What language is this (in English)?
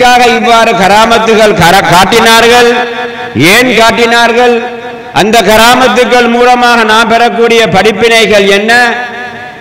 Tamil